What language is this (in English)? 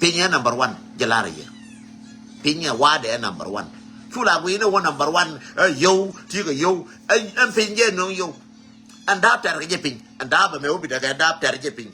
Nuer